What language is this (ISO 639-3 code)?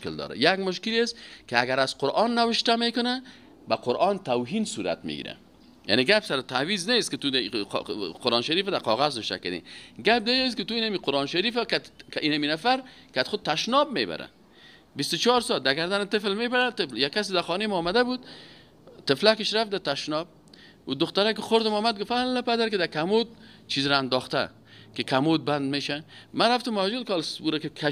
fas